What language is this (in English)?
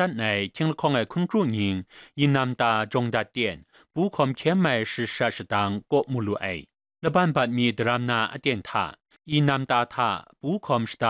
Kachin